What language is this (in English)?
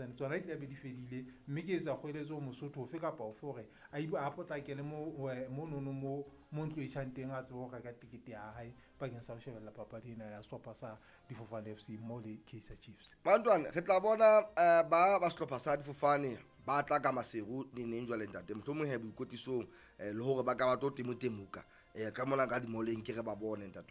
Southern Sotho